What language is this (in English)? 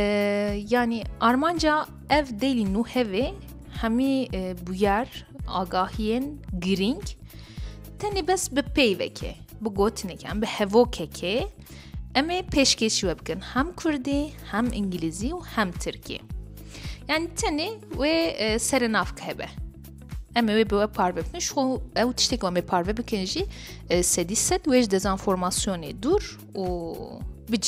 Kurdish